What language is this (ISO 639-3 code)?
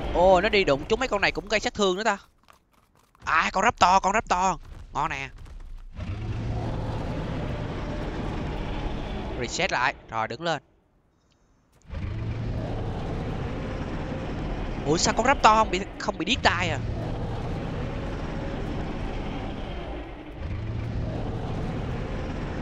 vie